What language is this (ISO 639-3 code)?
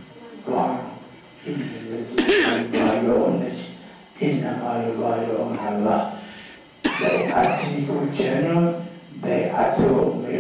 zza